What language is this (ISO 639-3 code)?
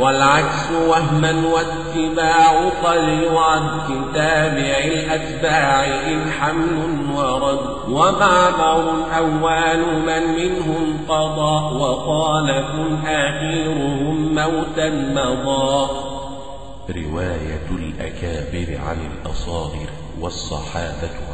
ara